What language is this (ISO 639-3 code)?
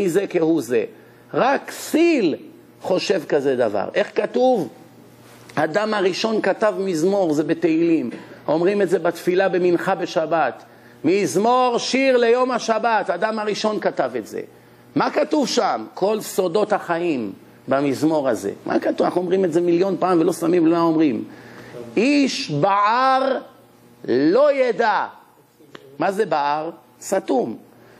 heb